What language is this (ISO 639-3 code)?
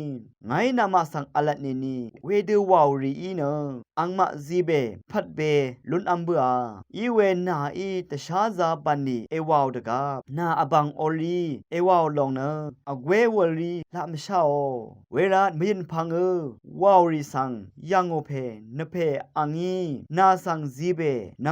raw